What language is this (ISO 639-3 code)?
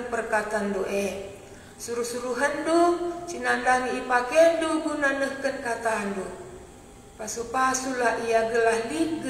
btx